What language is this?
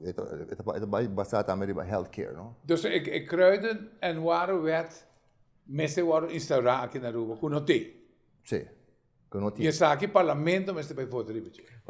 Papiamento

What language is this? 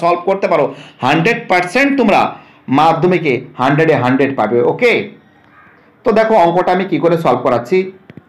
Bangla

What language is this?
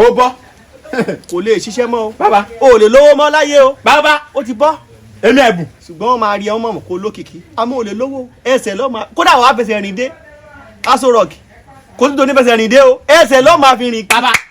Yoruba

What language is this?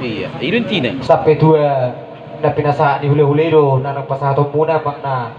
Batak Toba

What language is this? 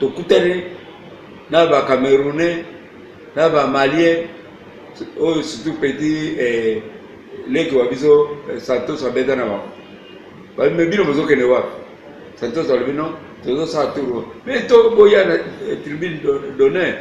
Lingala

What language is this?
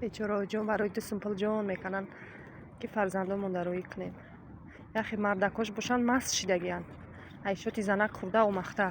Tajik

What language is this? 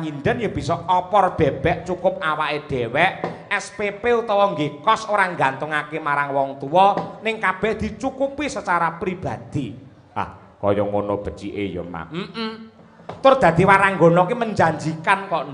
Javanese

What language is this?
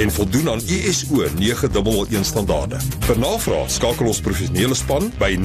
Afrikaans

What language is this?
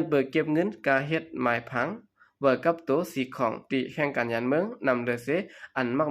Shan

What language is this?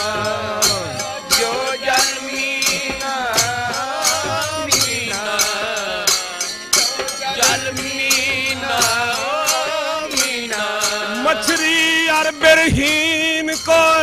Punjabi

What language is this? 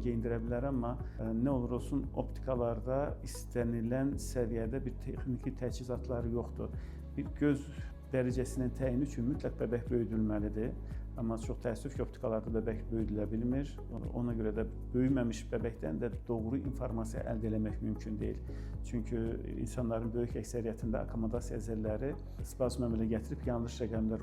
Azerbaijani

